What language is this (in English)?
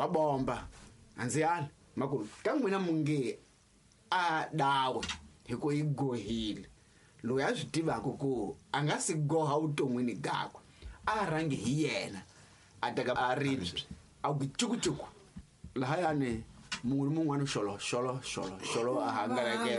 Tsonga